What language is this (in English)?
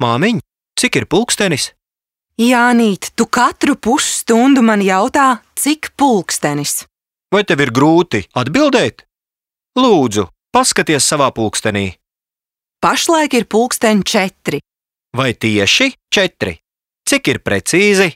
Latvian